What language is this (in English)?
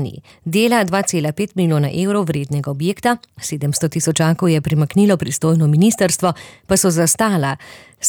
Slovenian